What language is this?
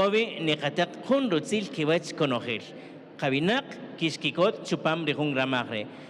Kaqchikel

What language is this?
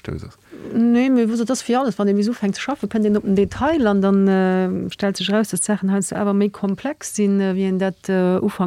Luxembourgish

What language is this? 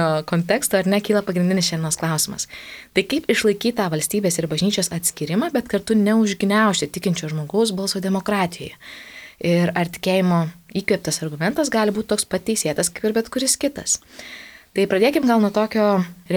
Lithuanian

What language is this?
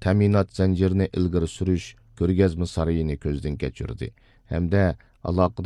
Uyghur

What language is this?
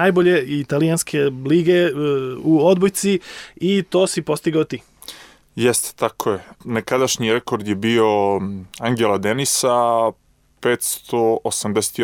Serbian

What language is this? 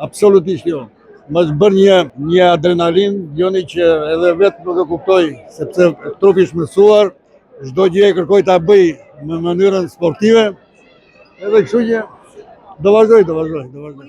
Albanian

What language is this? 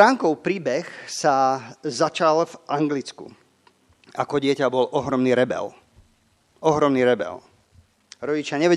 Slovak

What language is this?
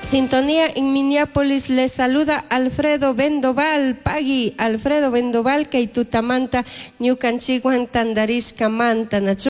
Chimborazo Highland Quichua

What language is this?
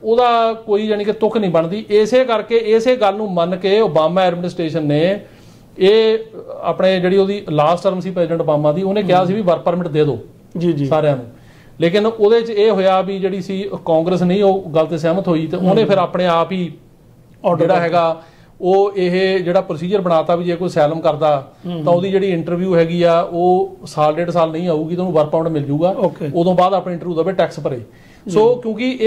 Punjabi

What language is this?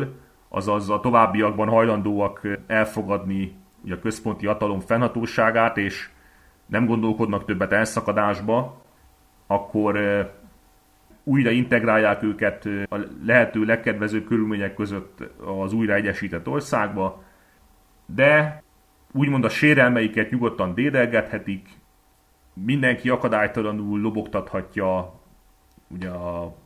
Hungarian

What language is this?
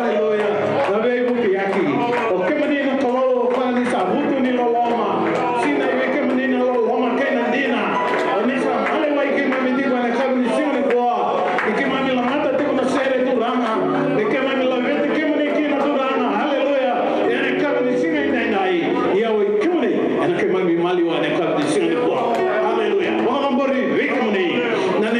Fijian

